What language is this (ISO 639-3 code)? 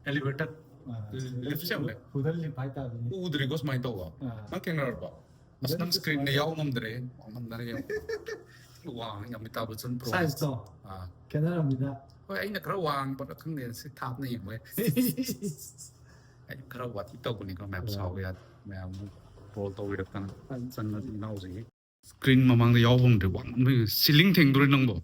mni